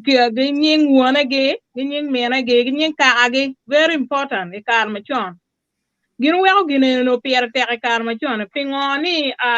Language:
Acoli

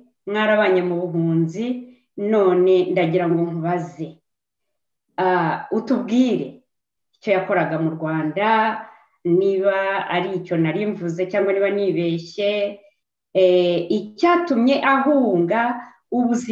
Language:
Kinyarwanda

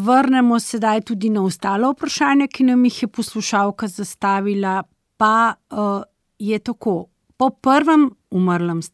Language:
Slovenian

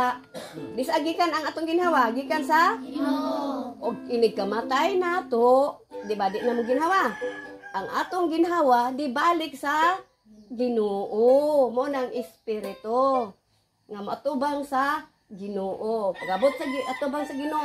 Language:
Cebuano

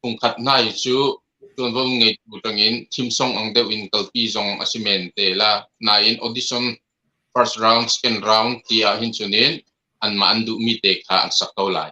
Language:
Hakha Chin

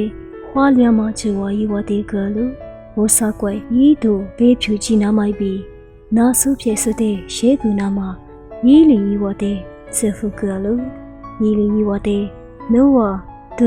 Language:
Lisu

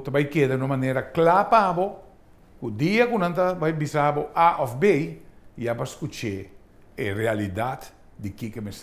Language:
Papiamento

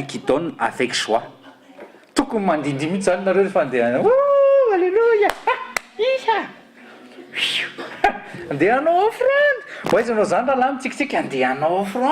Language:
Malagasy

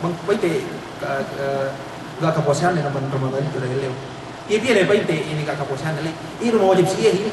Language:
Yakan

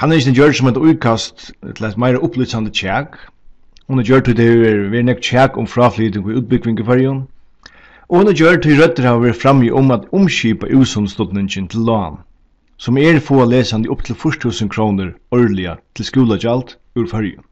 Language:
Faroese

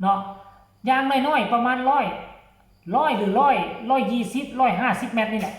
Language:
Northeastern Thai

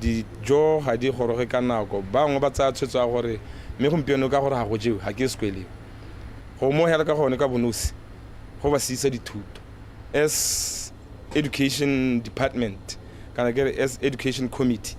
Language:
Tswana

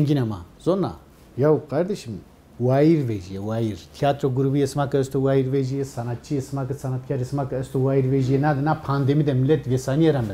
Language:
Zaza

